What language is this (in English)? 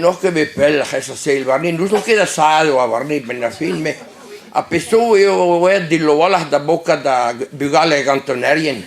Breton